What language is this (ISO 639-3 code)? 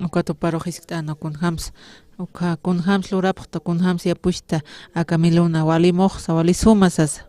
aym